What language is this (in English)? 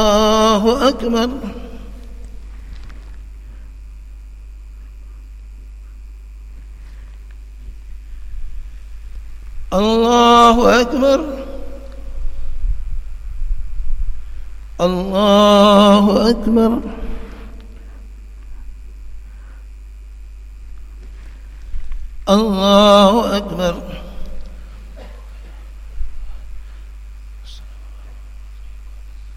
Arabic